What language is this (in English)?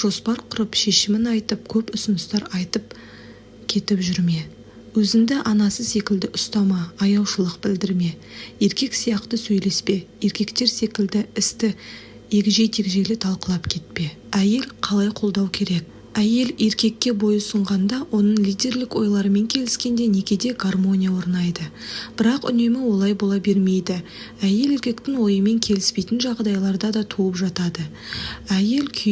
Kazakh